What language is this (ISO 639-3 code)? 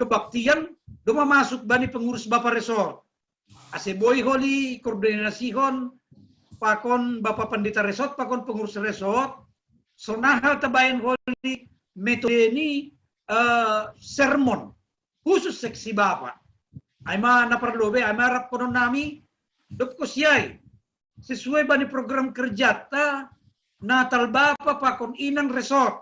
bts